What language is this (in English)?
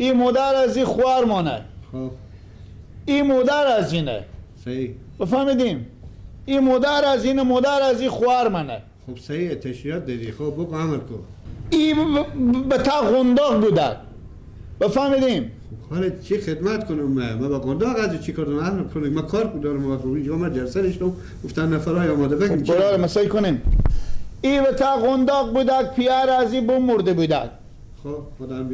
Persian